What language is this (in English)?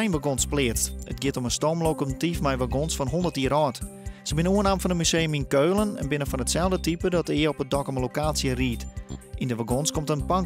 Western Frisian